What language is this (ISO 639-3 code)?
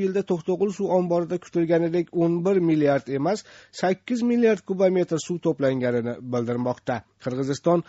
uzb